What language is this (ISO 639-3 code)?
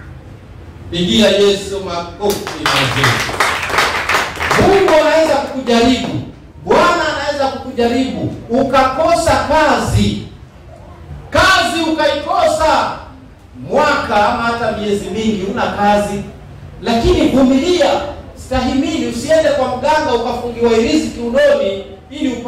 swa